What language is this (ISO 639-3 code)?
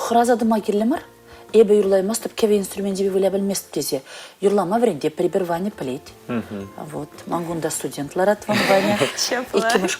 chv